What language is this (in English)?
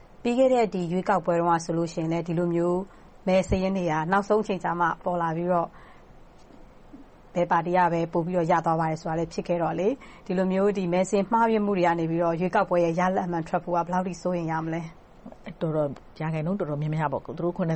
Burmese